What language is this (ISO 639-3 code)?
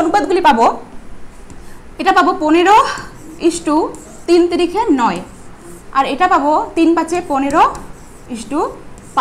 ben